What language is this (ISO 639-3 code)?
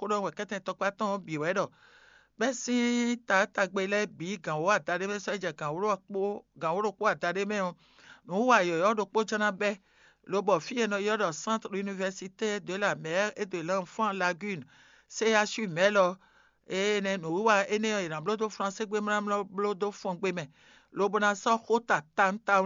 fon